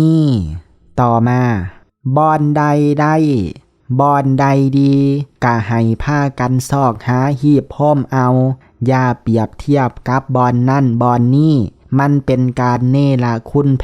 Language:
Lao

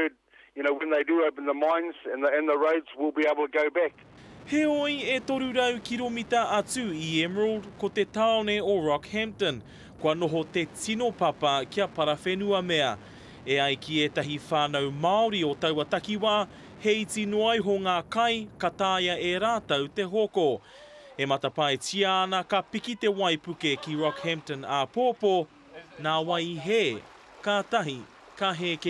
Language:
Māori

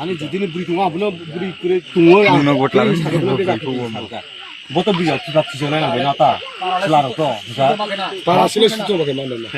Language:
Riang (India)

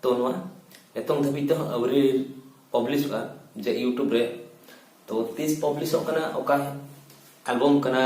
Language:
Santali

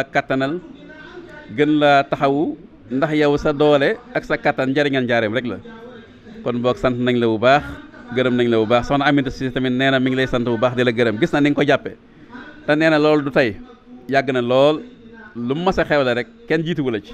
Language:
Wolof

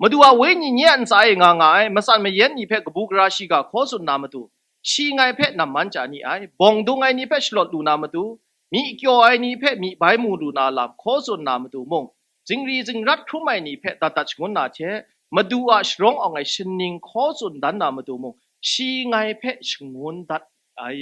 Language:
Kachin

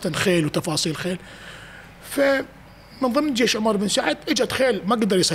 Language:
Mesopotamian Arabic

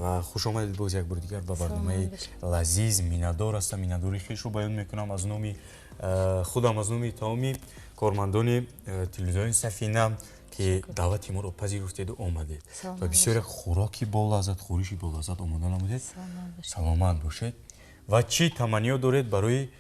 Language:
Tajik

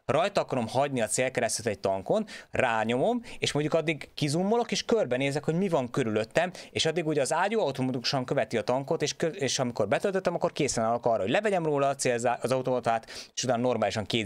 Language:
Hungarian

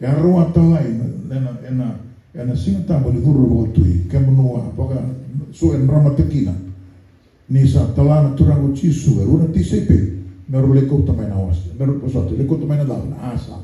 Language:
Fijian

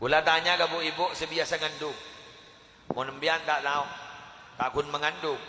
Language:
Madurese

